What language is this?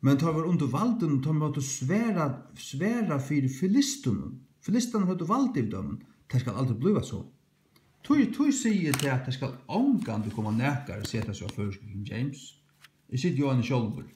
Faroese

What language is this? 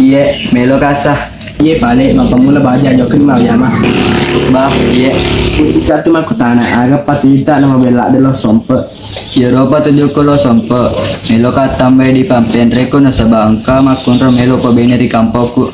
Buginese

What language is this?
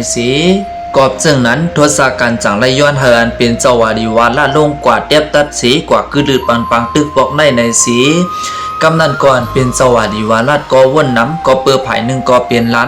Shan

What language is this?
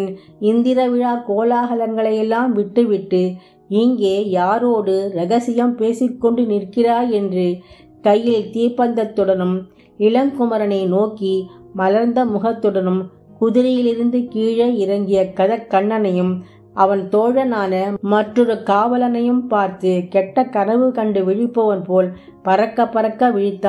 Tamil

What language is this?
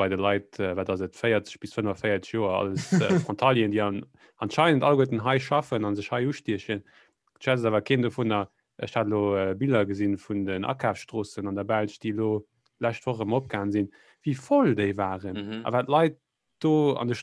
Luxembourgish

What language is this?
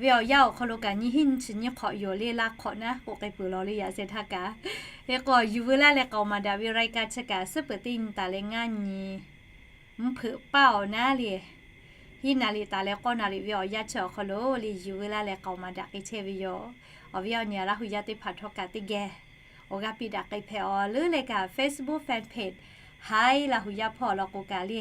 Lahu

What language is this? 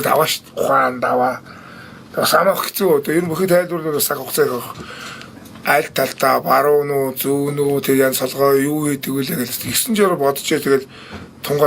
Mongolian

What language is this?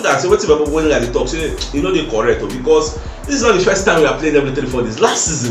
Nigerian Pidgin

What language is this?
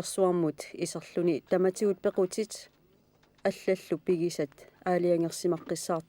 Kalaallisut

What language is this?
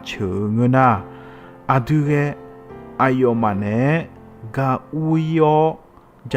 Akha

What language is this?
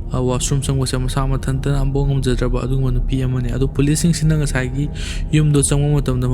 Manipuri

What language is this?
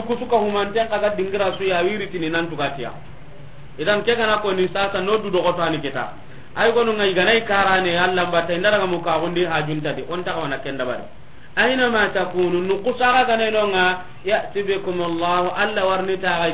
Soninke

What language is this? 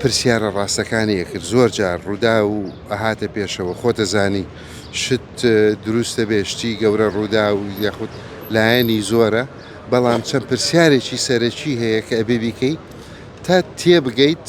Central Kurdish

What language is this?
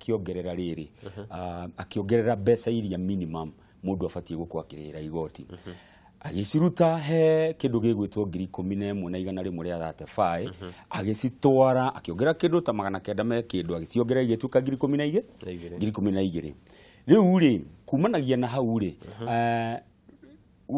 Kikuyu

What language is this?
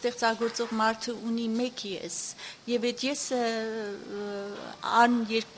Armenian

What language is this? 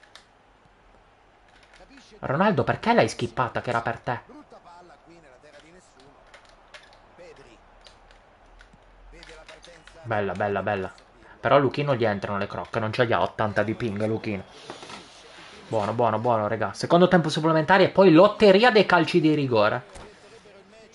Italian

